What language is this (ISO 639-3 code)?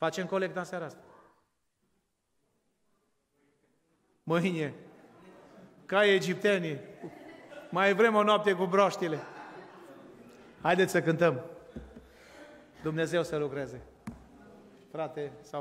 ron